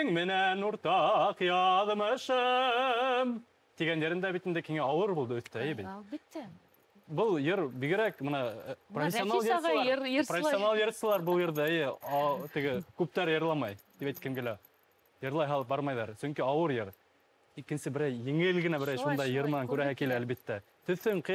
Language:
Bashkir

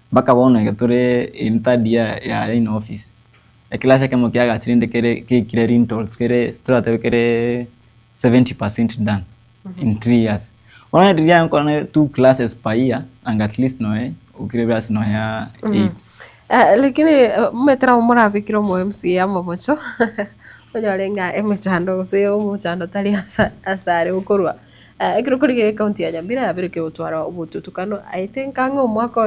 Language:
Gusii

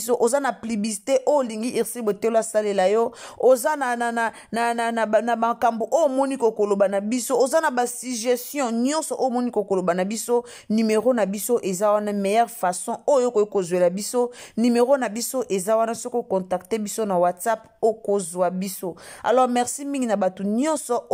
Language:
Lingala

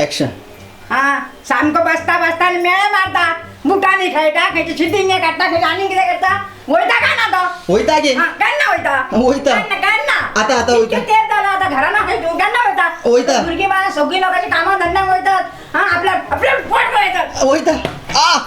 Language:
Konkani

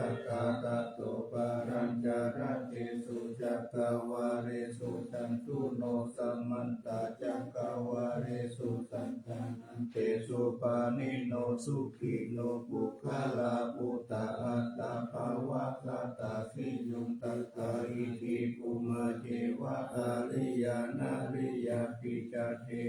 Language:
Pali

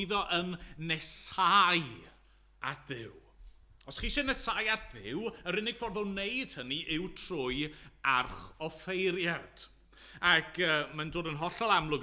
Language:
Welsh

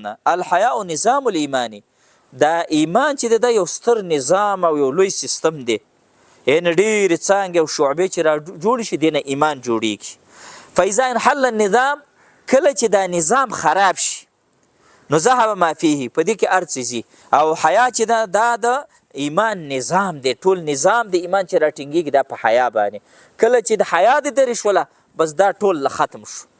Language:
Pashto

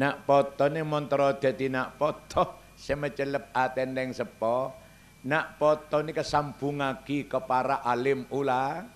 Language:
Madurese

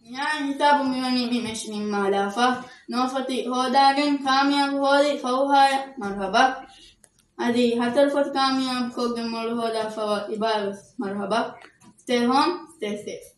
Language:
Divehi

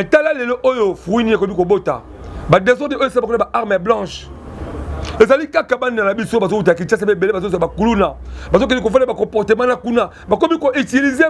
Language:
Lingala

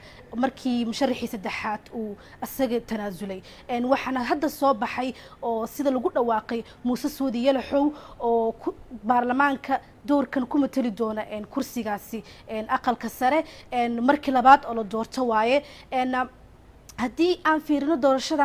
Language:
Somali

